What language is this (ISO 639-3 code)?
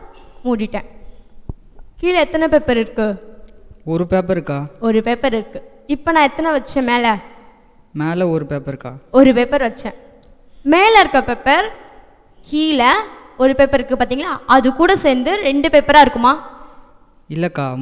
tam